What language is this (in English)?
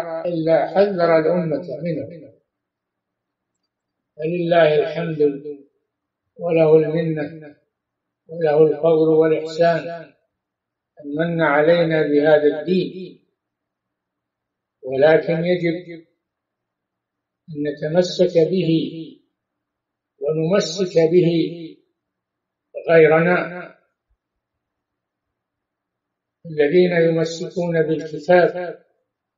Arabic